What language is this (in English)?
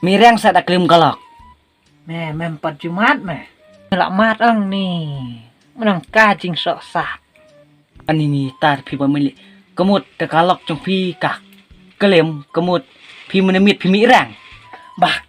Khasi